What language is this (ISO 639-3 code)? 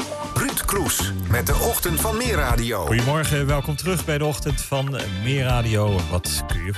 nld